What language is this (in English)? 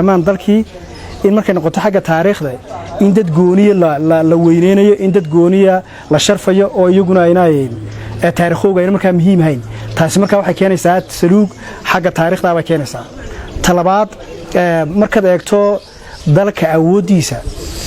Somali